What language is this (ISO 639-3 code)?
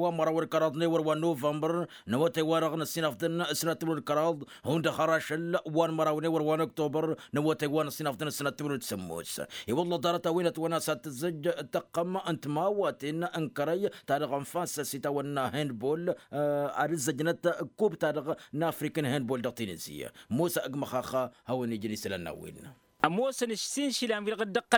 taq